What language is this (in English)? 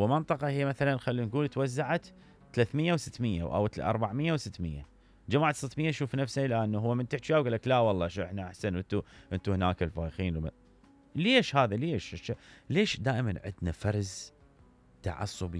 Mesopotamian Arabic